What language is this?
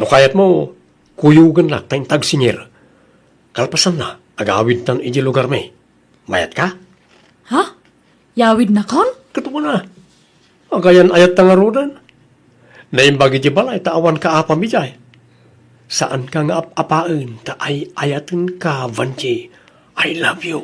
Iloko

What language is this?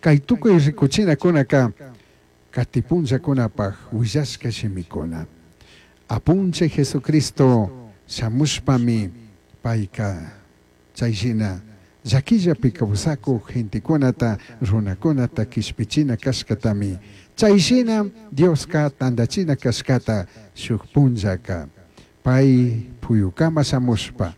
Chimborazo Highland Quichua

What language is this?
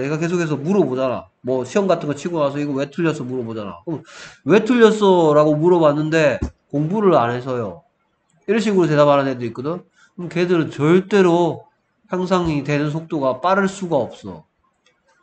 Korean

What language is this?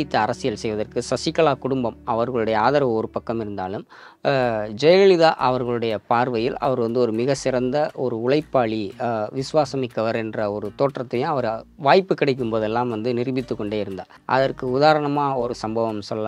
Tamil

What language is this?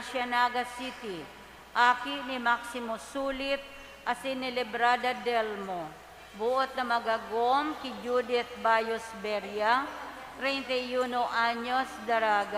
Bikol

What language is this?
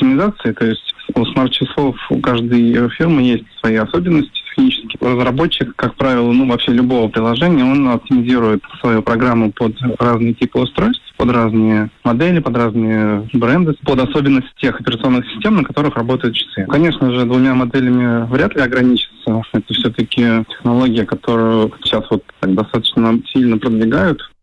Russian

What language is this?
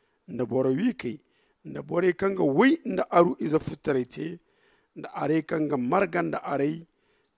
Zarma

